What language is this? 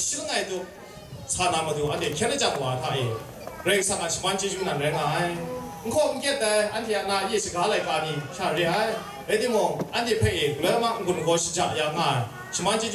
Kachin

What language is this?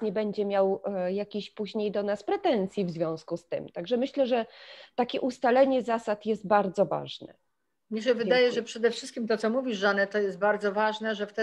Polish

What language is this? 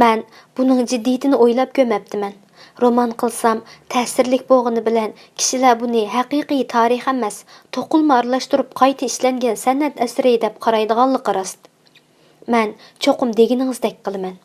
Uyghur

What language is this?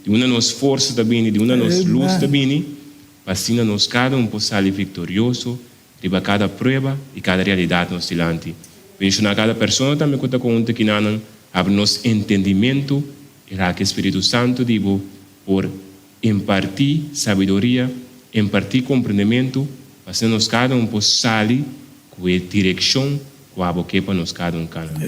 Papiamento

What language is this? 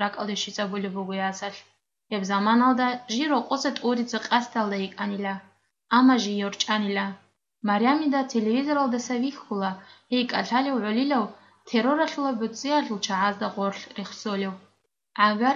Avaric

